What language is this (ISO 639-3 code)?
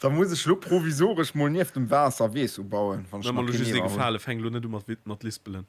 ltz